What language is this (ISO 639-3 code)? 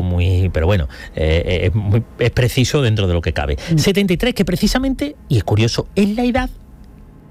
spa